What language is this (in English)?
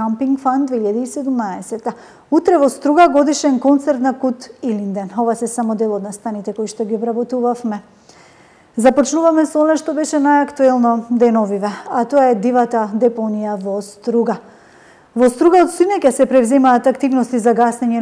Macedonian